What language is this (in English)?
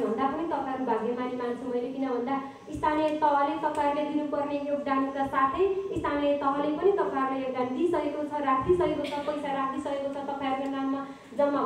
Nepali